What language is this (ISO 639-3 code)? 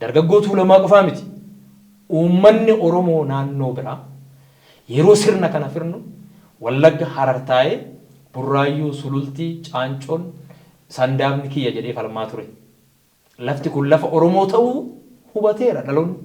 orm